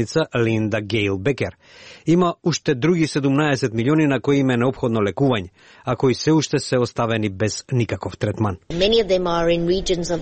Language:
Macedonian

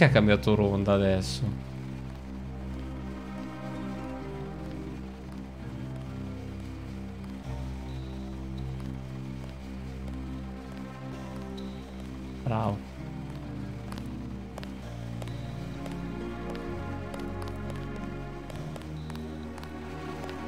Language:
Italian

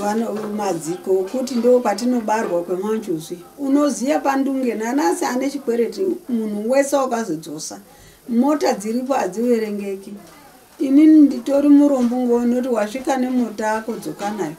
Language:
Shona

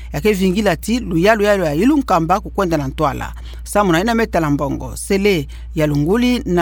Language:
Kituba (Democratic Republic of Congo)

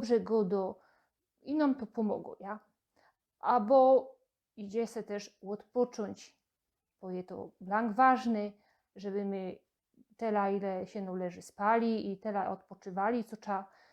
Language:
Silesian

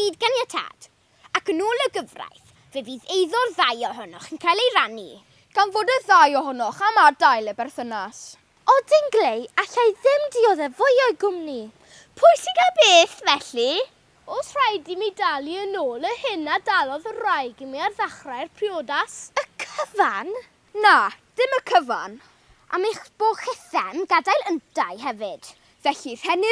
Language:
Welsh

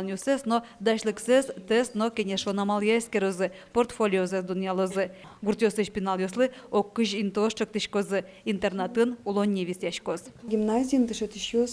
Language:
Udmurt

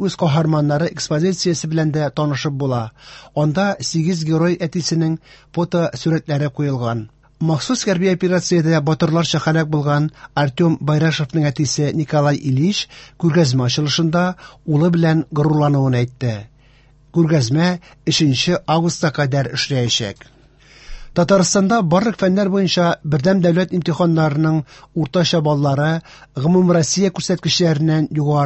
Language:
Tatar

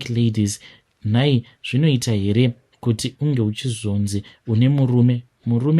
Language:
Shona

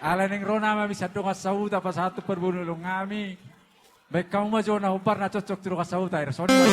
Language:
Batak Toba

